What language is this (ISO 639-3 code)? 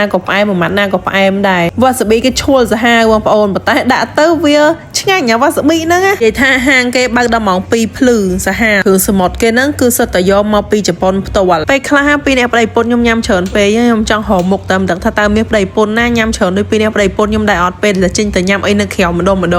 khm